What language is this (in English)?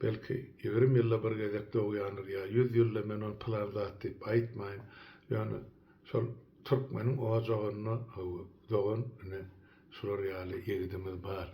Turkmen